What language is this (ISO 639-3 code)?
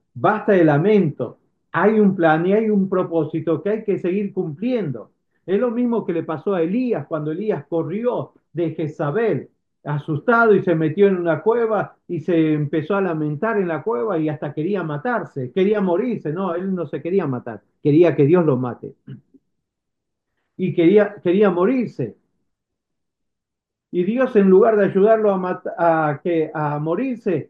spa